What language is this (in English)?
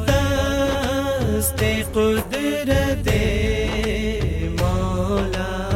Urdu